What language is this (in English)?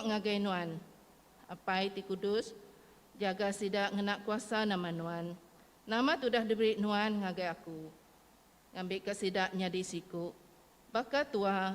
Iban